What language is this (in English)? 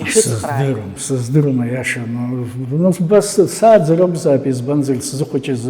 Abkhazian